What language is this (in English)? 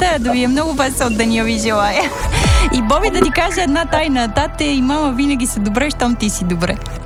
Bulgarian